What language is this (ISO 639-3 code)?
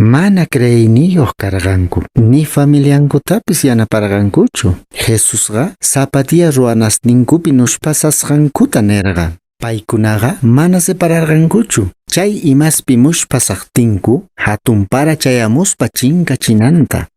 que